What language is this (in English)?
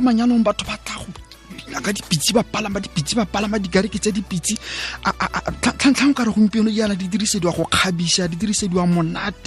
Tswana